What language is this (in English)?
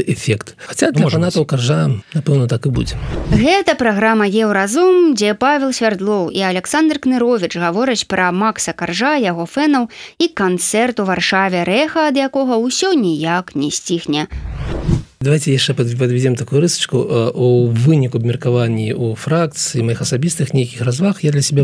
Belarusian